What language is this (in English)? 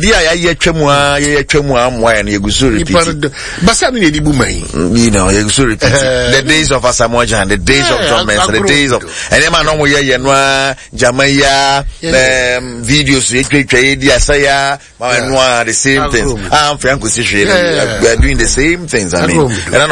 Akan